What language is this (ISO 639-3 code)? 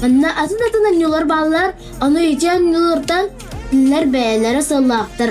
sah